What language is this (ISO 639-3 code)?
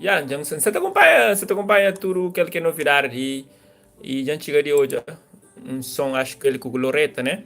kea